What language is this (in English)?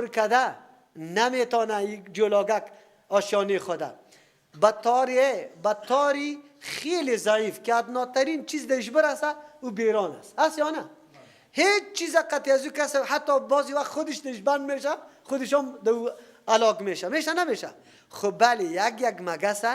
Persian